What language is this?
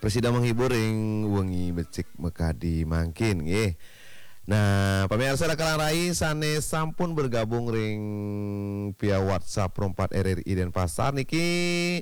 Balinese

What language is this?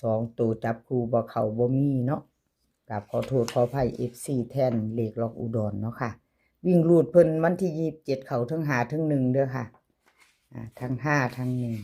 Northeastern Thai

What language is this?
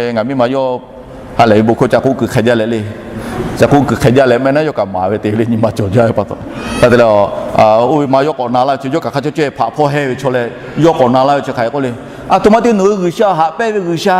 Lahu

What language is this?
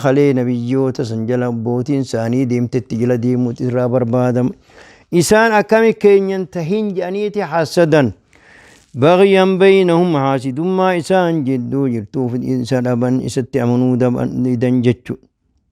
Oromo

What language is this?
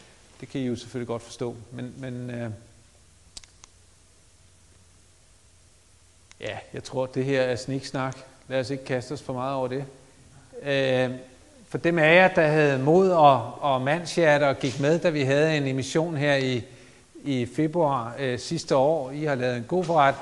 Danish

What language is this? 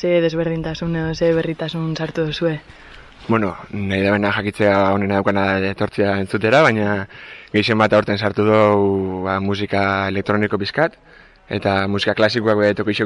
Basque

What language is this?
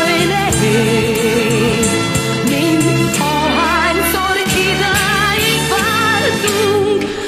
Hungarian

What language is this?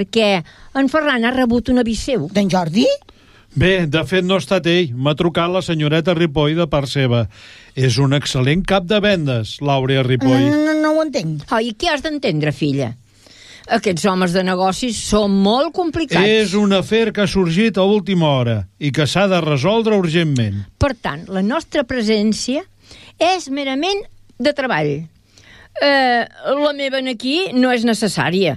Catalan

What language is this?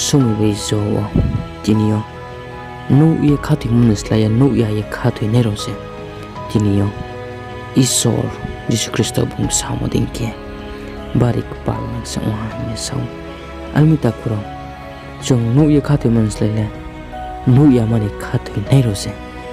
Riang (India)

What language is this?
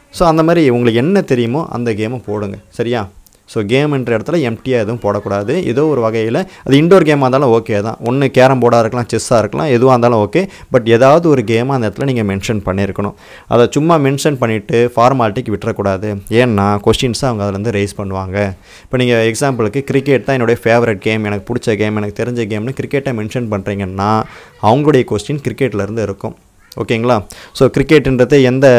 Tamil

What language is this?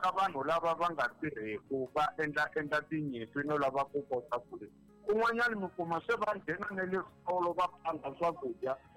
Tsonga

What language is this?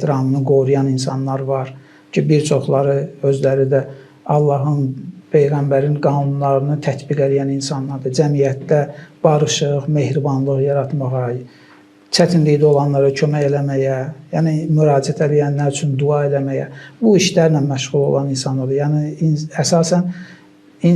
Azerbaijani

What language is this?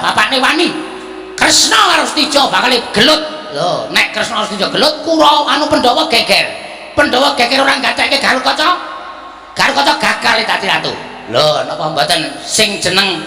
Javanese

